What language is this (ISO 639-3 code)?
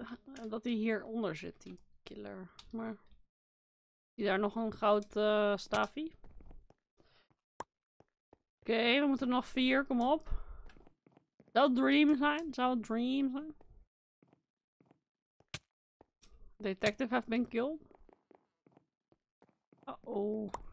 nld